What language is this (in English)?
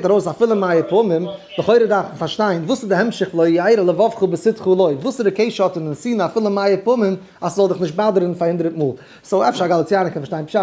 Yiddish